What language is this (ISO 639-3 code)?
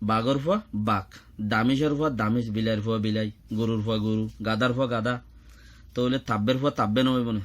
rhg